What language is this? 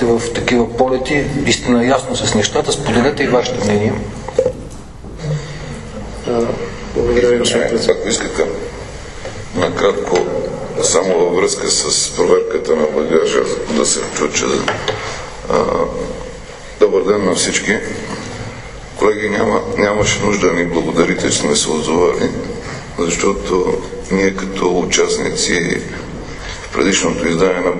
Bulgarian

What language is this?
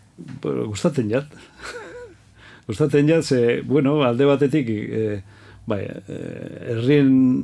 Basque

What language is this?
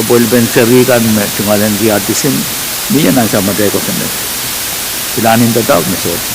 Pohnpeian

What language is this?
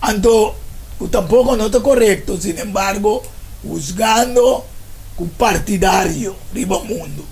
Papiamento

